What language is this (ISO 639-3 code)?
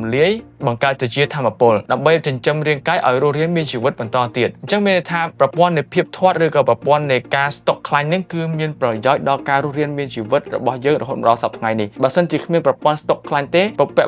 khm